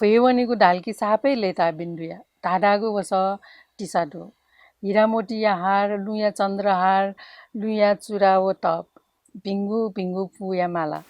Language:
Newari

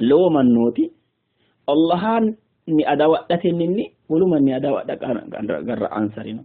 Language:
Sidamo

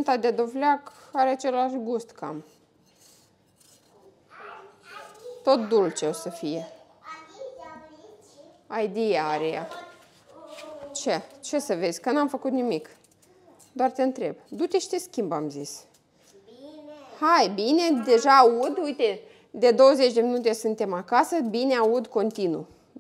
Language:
Romanian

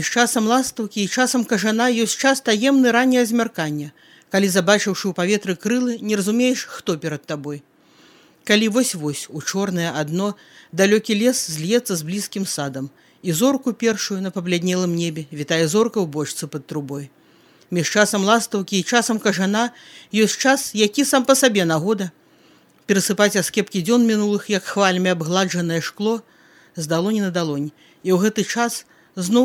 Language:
Belarusian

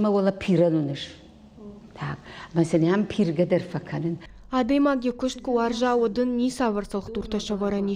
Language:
Ossetic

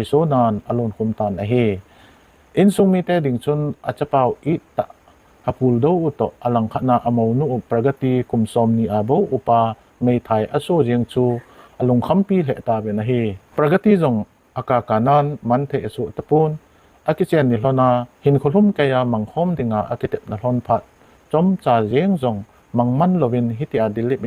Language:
Thado Chin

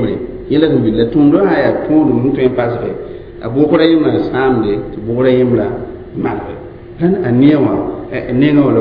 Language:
Mossi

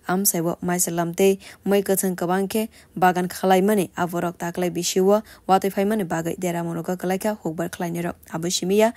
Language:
Kok Borok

